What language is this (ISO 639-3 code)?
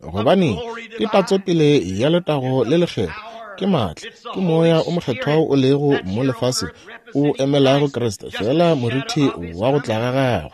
nso